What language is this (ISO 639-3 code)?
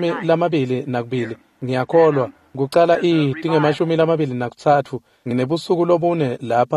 ssw